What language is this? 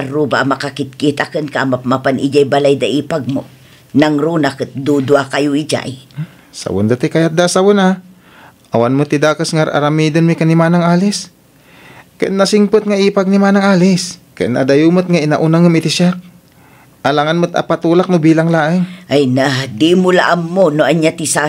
Iloko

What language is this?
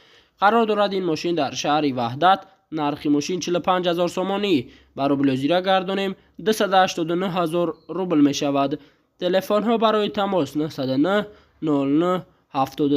Tajik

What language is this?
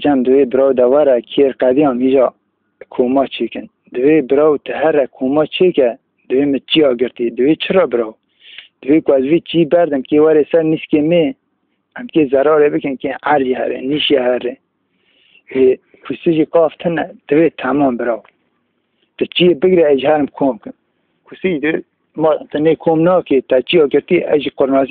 Kurdish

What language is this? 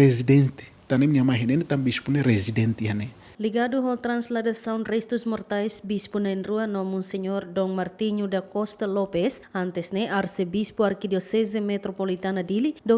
Tetum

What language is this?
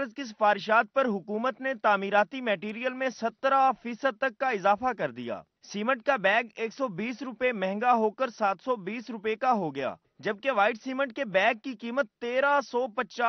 Urdu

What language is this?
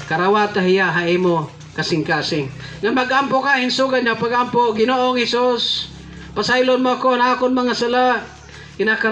Waray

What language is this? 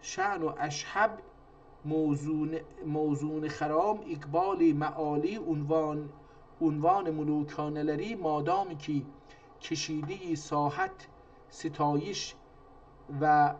South Azerbaijani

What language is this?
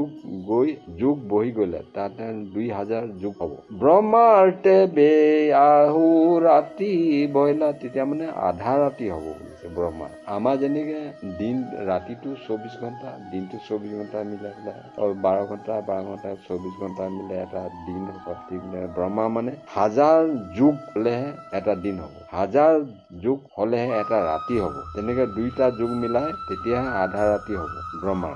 Assamese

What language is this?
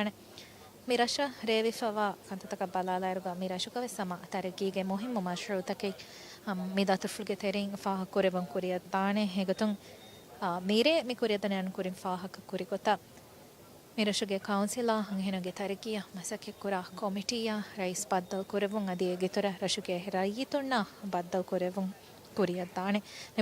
Divehi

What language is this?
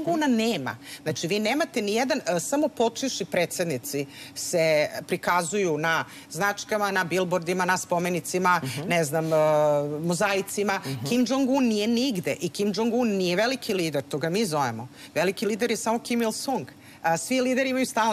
Serbian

